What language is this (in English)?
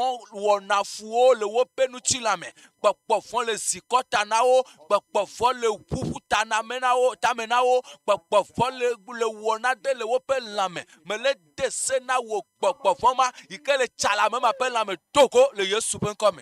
Ewe